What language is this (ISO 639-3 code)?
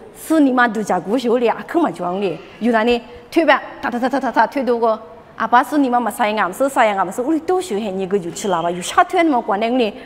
lis